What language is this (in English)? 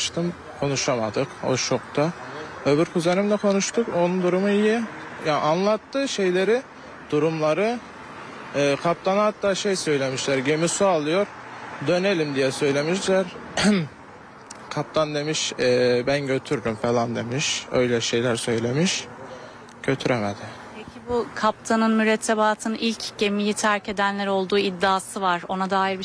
Turkish